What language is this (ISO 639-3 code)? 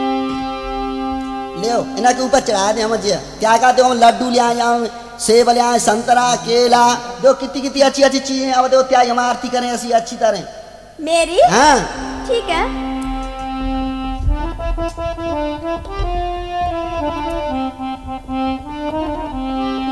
bgc